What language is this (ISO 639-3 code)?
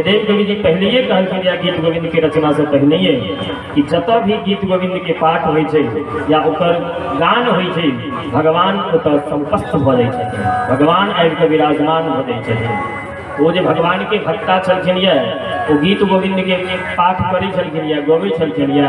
mai